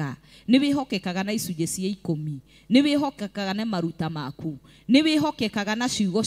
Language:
Kikuyu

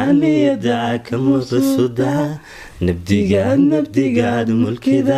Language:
Somali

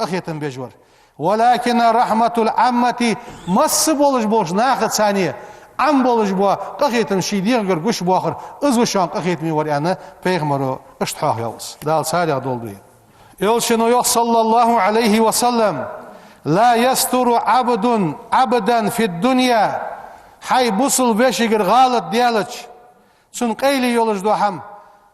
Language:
Ingush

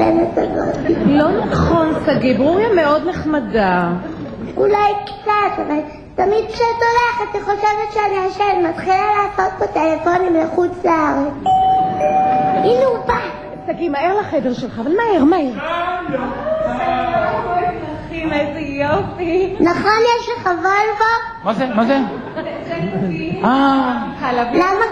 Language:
Hebrew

